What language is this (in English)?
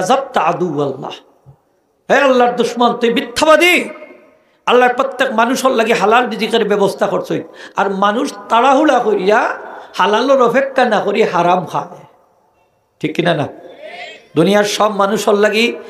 Sylheti